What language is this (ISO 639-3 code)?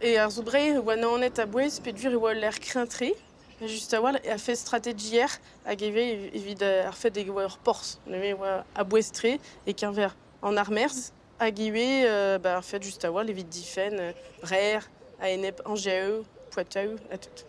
bre